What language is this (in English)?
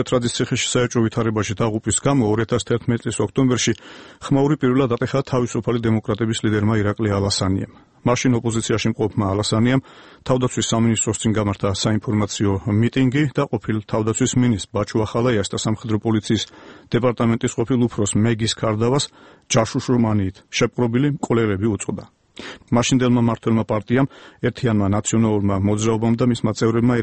Georgian